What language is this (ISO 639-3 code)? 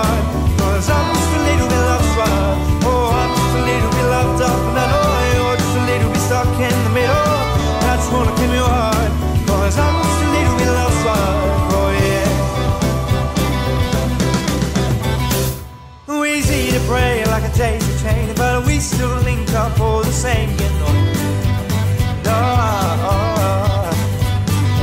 eng